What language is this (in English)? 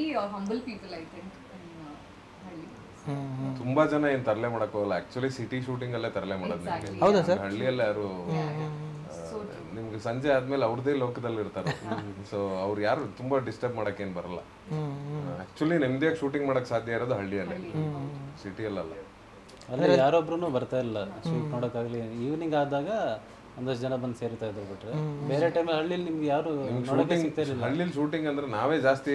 Kannada